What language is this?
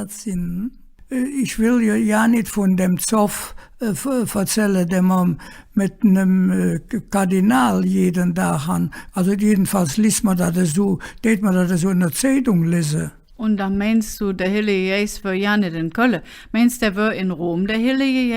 Colognian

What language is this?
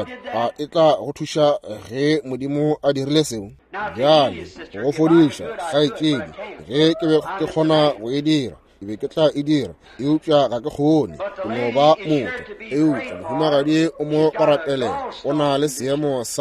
Northern Sotho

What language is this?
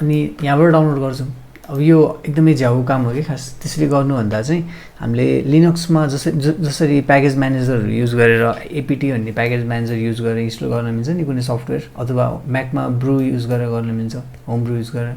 Nepali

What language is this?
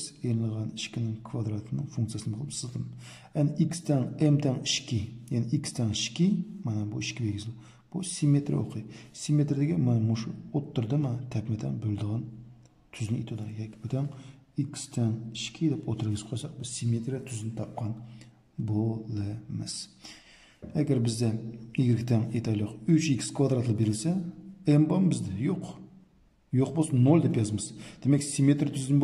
Uyghur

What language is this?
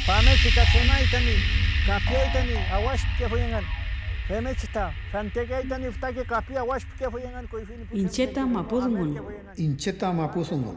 Mapuche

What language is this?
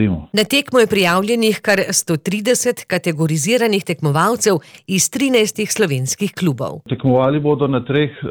Slovenian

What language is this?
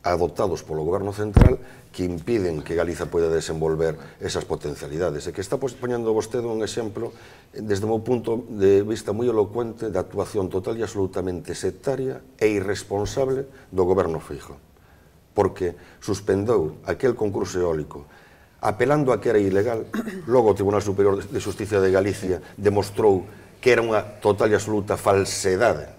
Galician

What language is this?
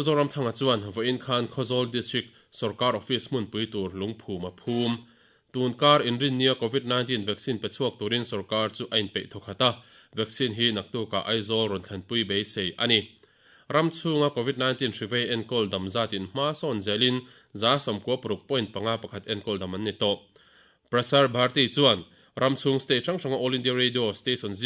Mizo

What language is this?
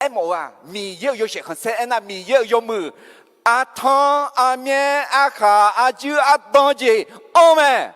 Akha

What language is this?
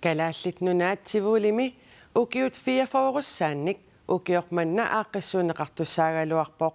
Kalaallisut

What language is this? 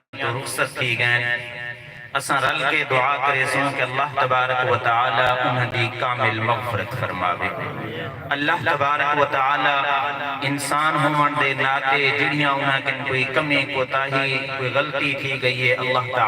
Saraiki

